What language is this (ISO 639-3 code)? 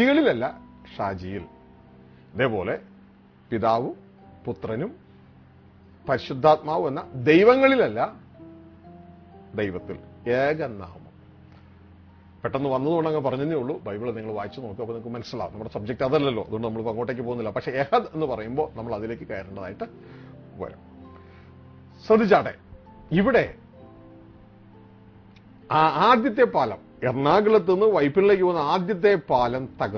mal